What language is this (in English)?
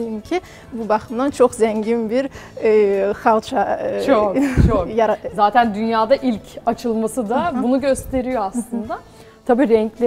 Turkish